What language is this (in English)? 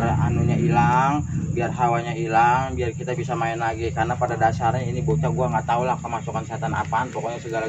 Betawi